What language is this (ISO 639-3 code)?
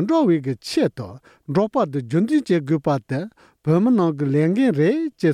bod